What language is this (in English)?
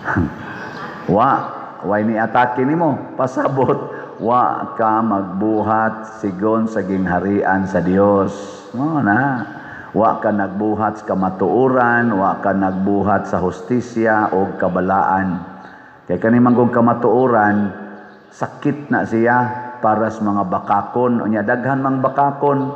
Cebuano